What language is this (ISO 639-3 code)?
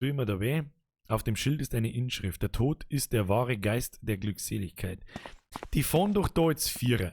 bar